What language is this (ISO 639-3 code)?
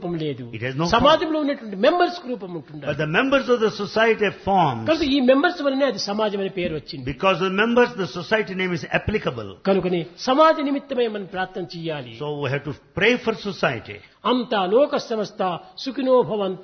tel